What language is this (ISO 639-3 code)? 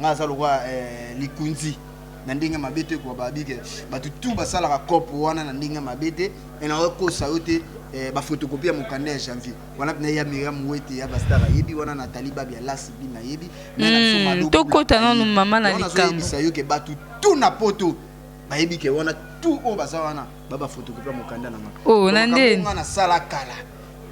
lin